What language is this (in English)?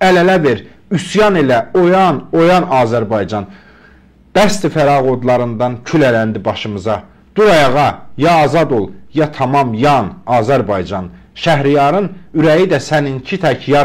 Azerbaijani